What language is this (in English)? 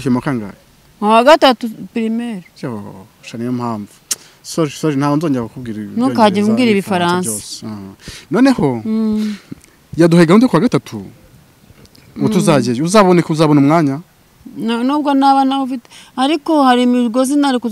Kinyarwanda